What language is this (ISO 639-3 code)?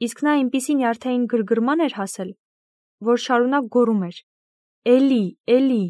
hye